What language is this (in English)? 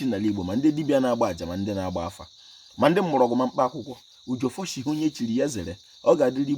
Igbo